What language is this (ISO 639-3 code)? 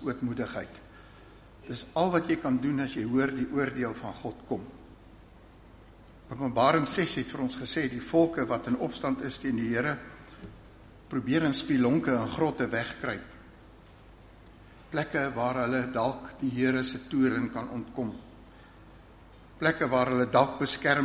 afr